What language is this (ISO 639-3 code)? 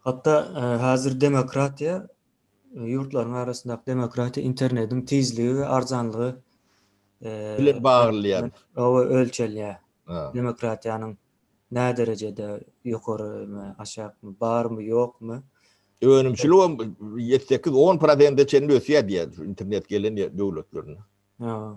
tuk